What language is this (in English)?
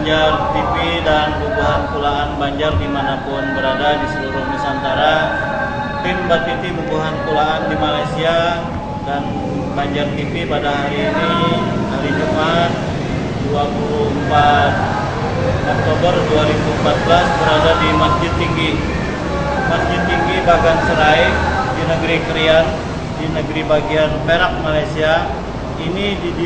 Banjar